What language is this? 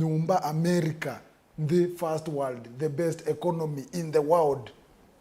Kamba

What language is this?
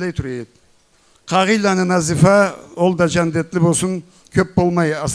Karachay-Balkar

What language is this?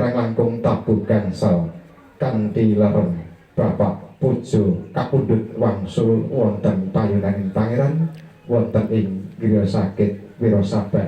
Javanese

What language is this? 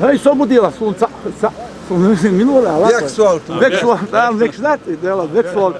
Chechen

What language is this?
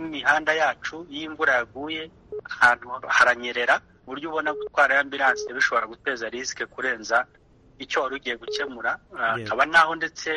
Kinyarwanda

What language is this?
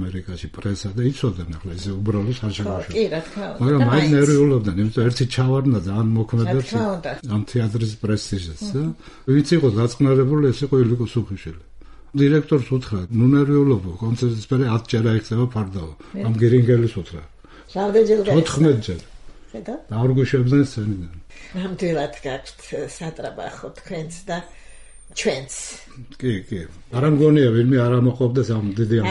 Georgian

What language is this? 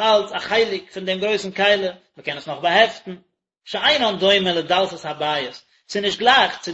Yiddish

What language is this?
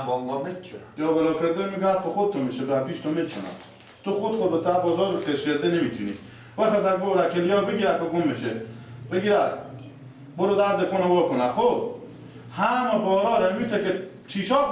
Persian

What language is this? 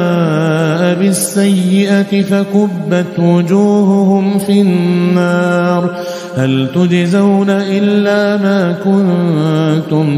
Arabic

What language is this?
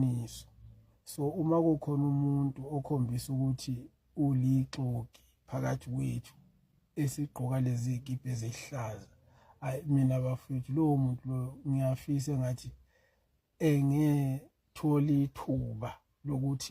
Zulu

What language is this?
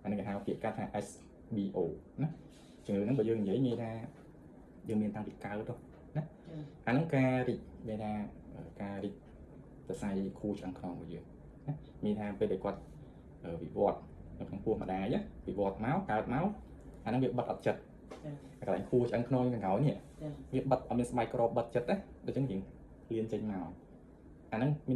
Khmer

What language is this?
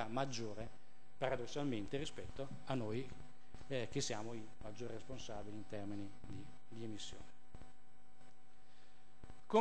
Italian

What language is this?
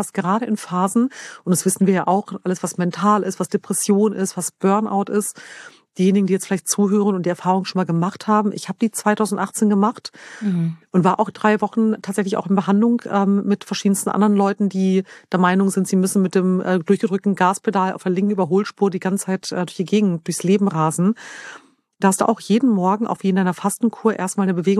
German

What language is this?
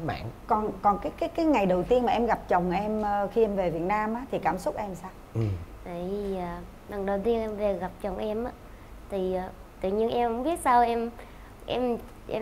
Vietnamese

